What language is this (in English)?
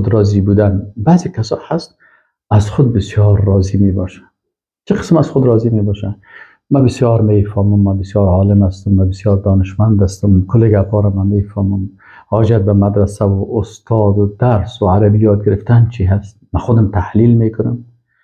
Persian